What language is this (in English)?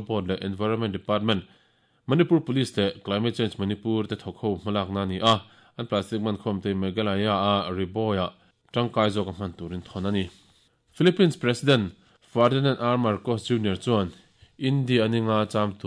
Mizo